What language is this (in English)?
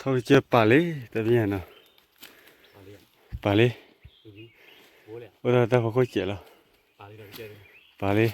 S'gaw Karen